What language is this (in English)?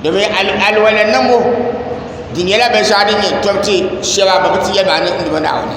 Dagbani